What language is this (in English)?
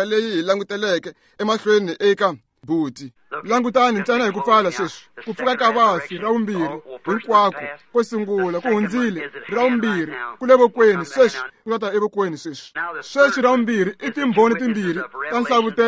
Tsonga